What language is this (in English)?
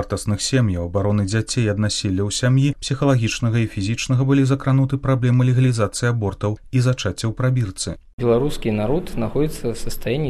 Belarusian